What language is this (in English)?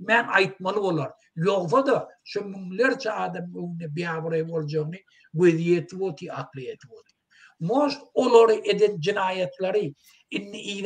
Turkmen